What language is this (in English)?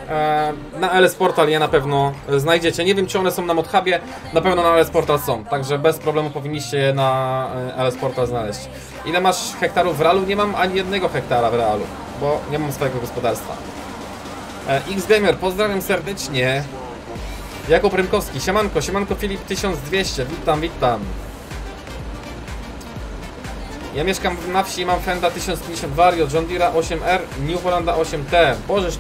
Polish